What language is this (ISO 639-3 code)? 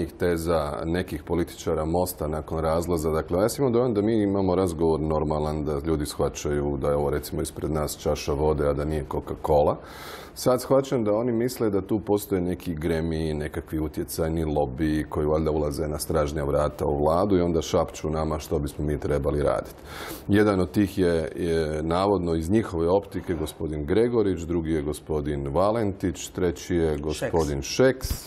hrv